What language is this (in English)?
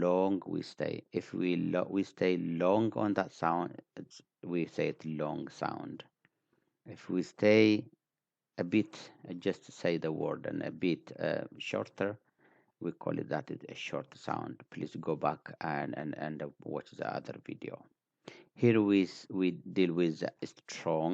English